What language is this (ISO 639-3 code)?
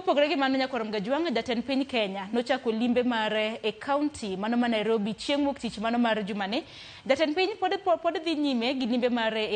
luo